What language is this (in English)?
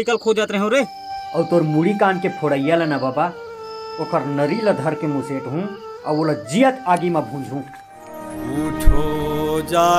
Chhattisgarhi